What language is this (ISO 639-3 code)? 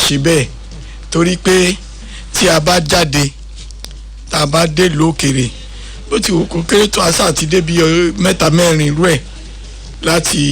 yor